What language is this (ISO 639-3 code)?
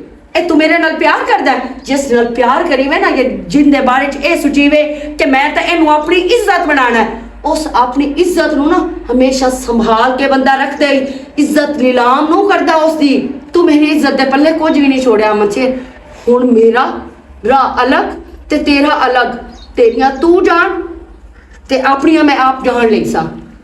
lah